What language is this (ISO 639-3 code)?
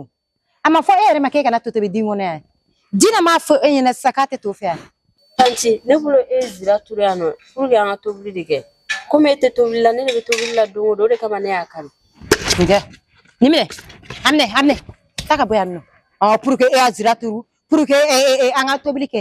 bam